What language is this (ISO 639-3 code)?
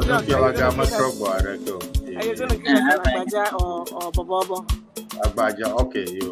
ewe